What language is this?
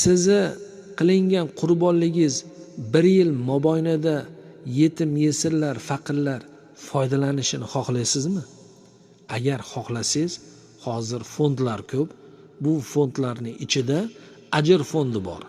Uzbek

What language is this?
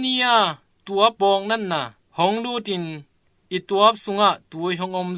Tedim Chin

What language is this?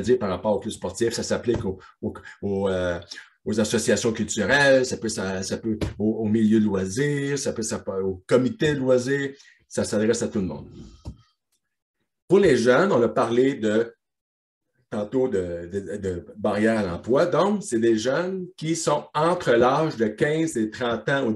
French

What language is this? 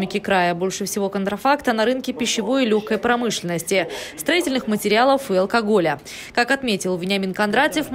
Russian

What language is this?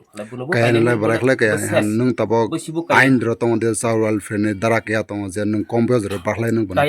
Kok Borok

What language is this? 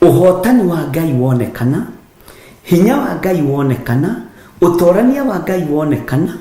Kikuyu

